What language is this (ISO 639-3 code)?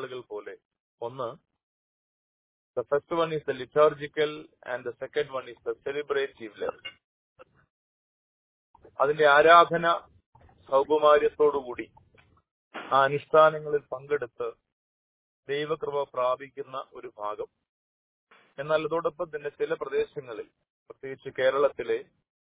mal